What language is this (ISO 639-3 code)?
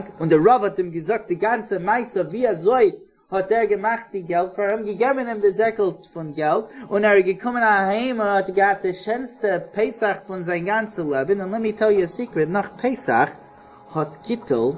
yid